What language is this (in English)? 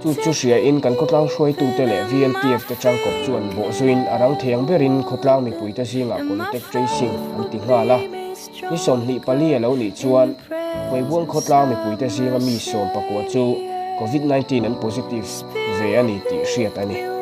Mizo